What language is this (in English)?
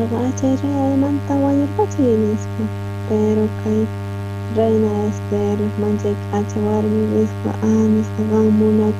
South Bolivian Quechua